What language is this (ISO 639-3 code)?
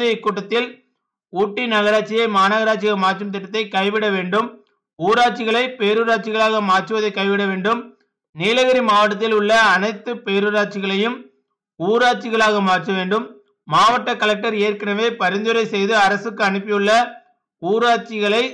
tam